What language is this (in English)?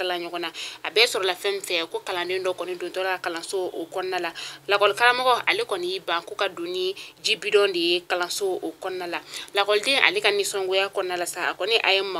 Bambara